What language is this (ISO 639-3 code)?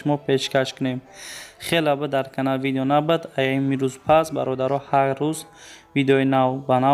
tgk